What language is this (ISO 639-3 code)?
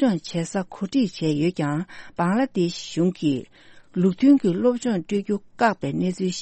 bod